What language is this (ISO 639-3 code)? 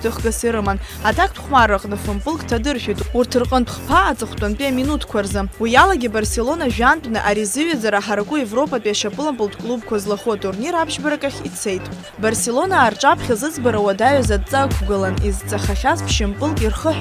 abk